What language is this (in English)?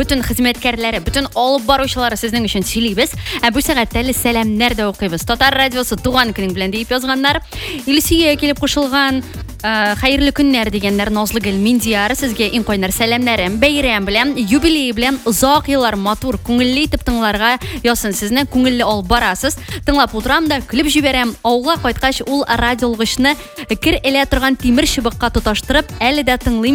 Tatar